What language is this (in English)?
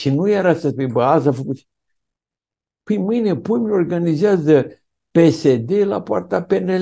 Romanian